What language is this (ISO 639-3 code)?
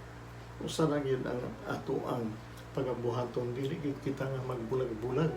ceb